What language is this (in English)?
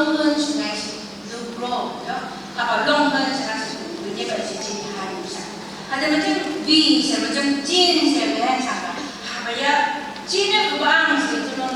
Phom Naga